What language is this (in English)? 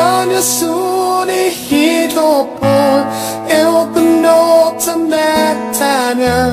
Indonesian